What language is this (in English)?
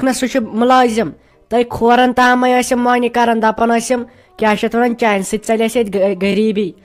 Kashmiri